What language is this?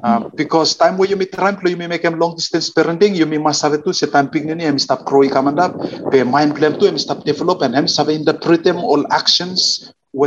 Bislama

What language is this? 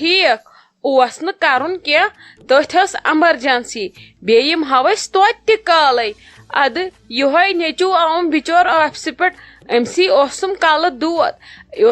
Kashmiri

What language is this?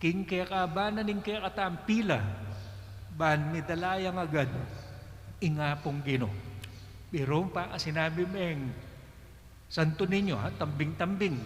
Pampanga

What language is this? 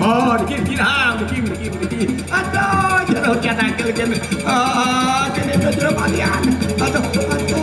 Balinese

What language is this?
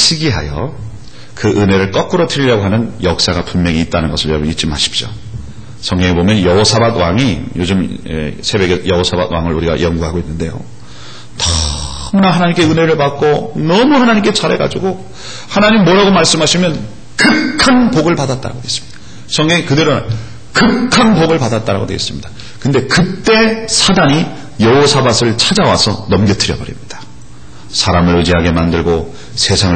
Korean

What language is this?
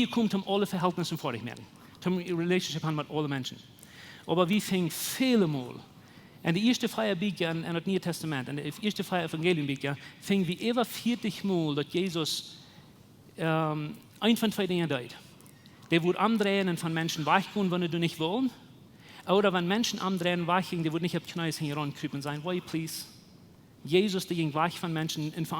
Plautdietsch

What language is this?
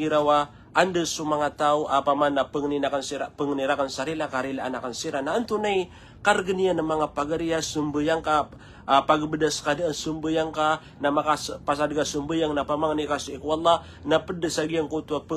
Maranao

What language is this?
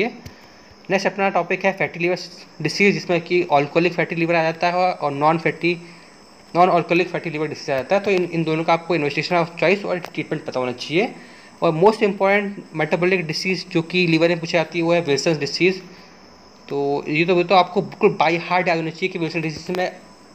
Hindi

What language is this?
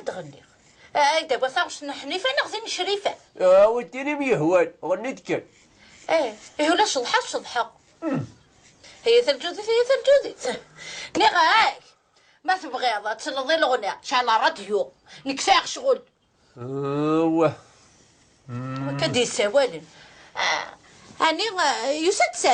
Kabyle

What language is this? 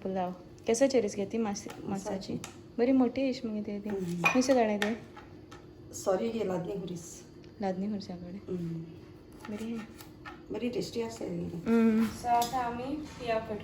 Konkani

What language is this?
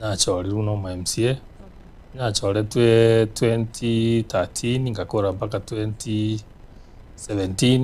Gusii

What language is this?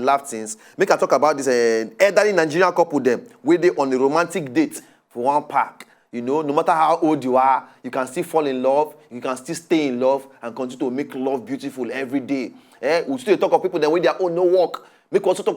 Nigerian Pidgin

